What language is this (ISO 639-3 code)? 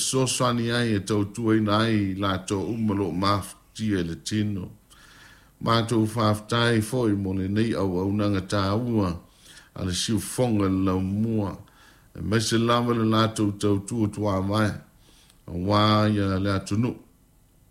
smo